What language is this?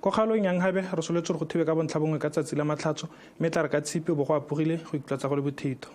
Tswana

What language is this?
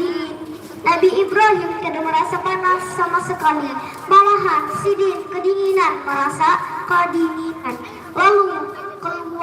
Banjar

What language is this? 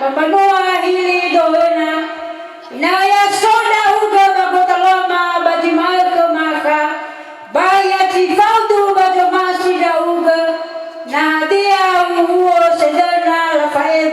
Nias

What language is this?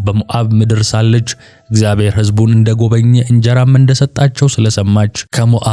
Amharic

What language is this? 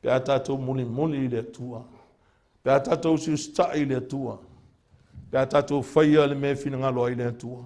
Samoan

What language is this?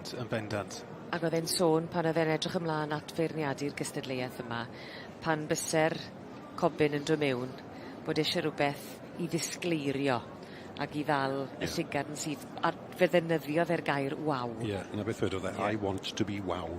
Welsh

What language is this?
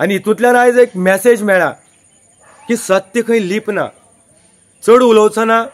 Konkani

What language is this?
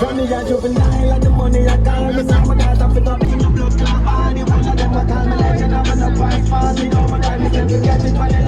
Jamaican Creole English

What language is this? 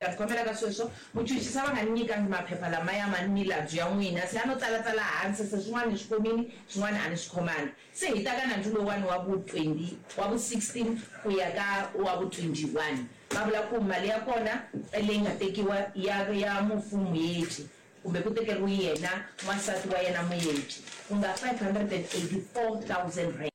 Tsonga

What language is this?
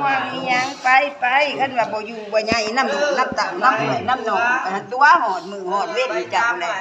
Northeastern Thai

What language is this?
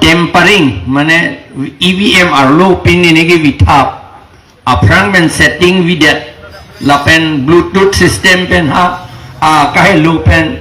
Karbi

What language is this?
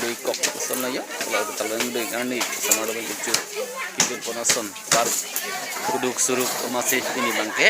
Karbi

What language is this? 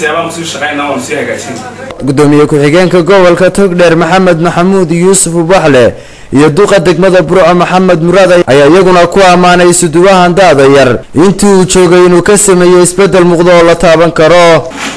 Somali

